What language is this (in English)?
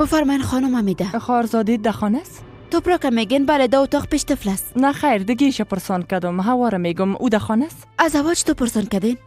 Persian